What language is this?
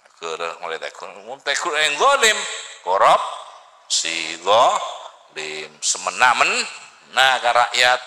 Madurese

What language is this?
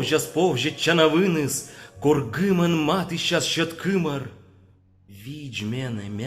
Komi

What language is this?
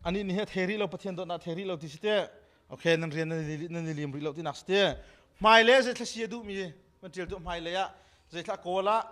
Hakha Chin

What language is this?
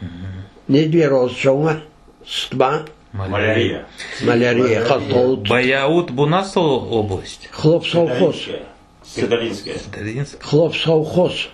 Crimean Tatar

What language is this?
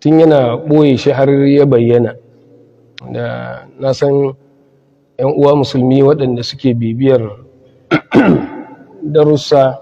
Hausa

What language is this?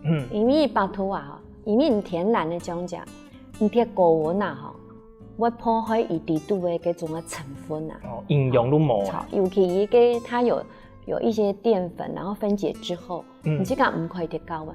Hakka Chinese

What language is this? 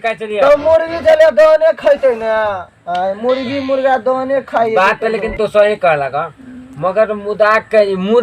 Maithili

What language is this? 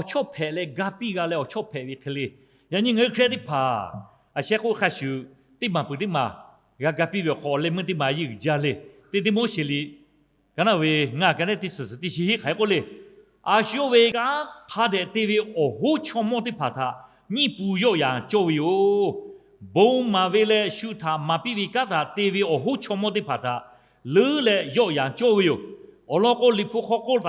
Lahu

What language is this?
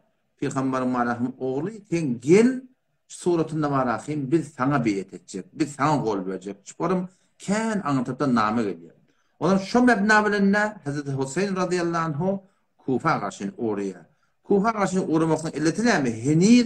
Turkmen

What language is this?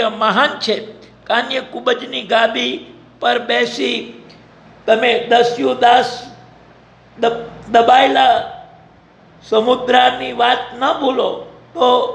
Gujarati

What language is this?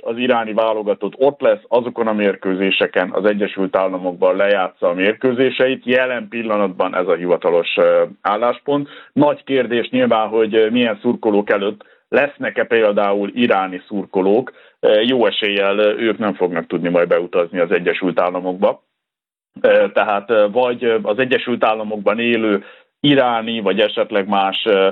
Hungarian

